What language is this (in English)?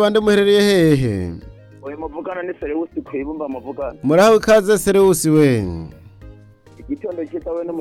Rundi